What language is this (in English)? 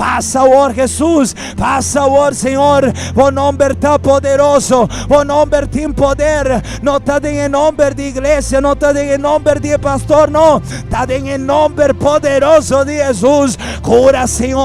Papiamento